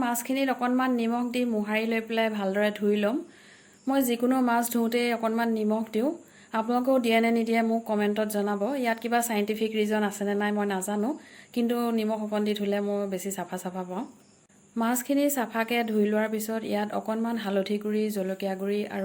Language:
Assamese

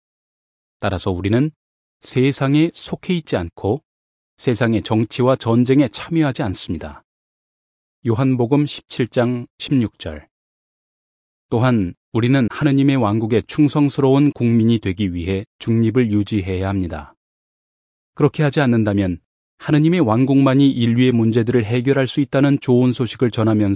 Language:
Korean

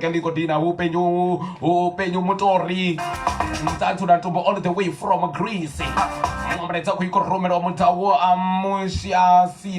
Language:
Venda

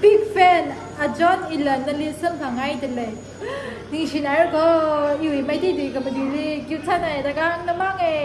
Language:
Tangkhul Naga (India)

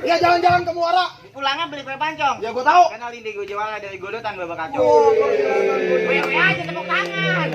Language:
Betawi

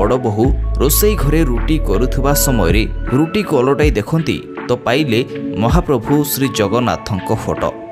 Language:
Odia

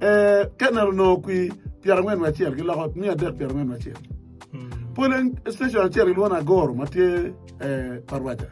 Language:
Acoli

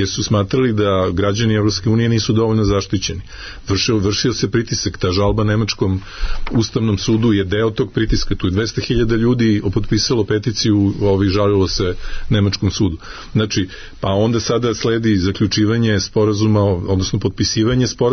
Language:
Serbian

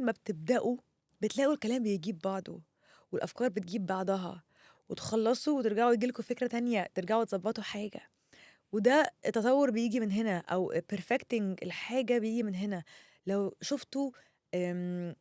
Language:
Egyptian Arabic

